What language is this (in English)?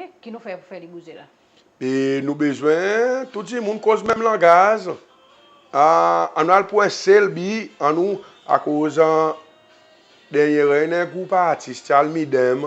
Seselwa Creole French